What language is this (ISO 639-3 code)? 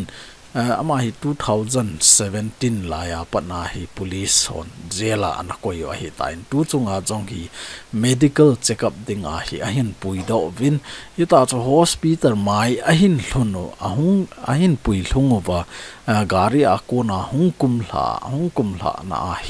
tcz